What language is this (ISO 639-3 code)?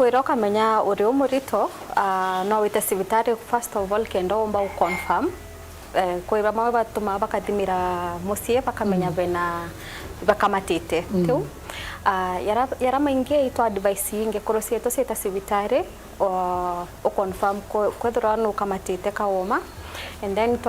mer